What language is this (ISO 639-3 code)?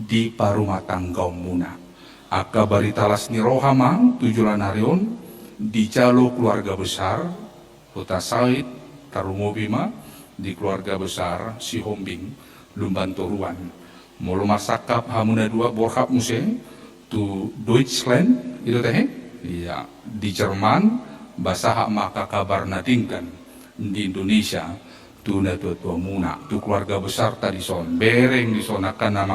bbc